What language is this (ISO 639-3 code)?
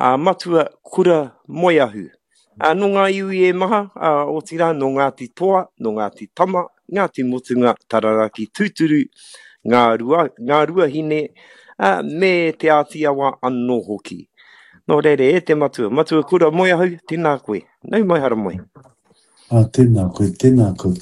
mri